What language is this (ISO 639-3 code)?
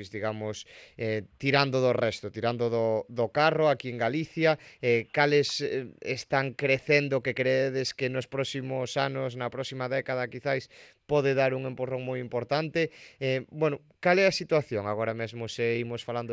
glg